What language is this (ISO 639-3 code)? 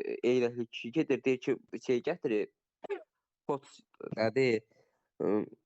aze